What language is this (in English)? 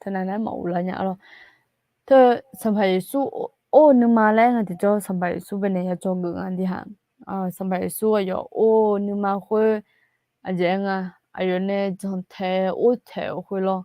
Akha